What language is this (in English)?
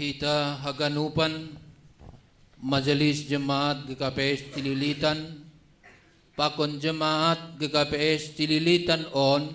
Batak Simalungun